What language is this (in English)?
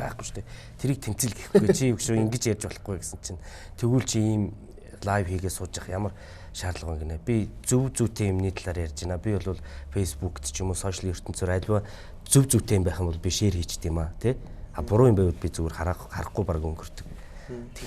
Mongolian